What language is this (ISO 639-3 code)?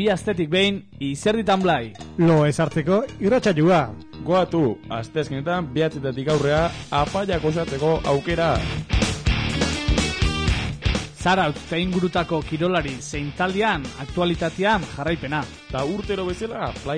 eus